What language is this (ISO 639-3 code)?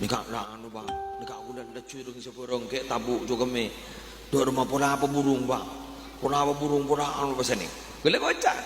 mad